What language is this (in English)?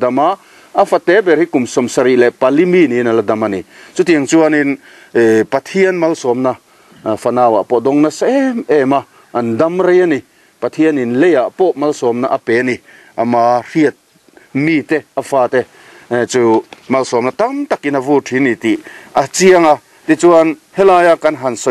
Mizo